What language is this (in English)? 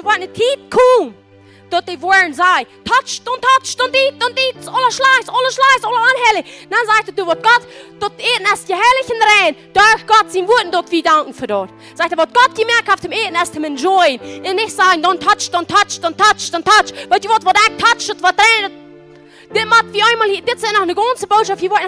Plautdietsch